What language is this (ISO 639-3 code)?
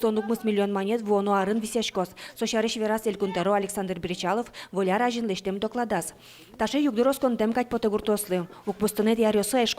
udm